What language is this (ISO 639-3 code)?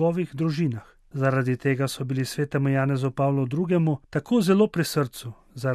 slv